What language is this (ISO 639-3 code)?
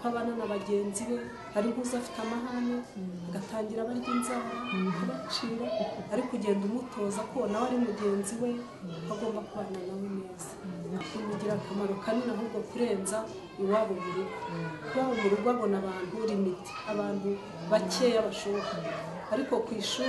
kin